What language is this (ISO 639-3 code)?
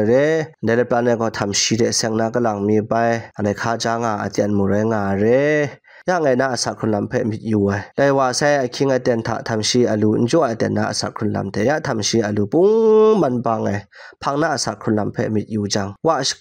kac